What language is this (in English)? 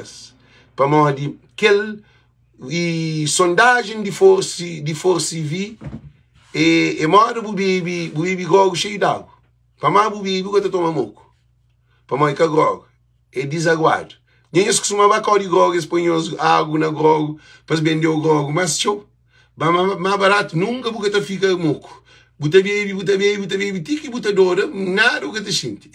Kabuverdianu